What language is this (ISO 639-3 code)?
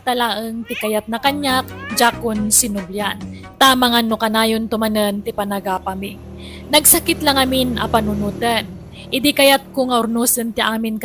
ilo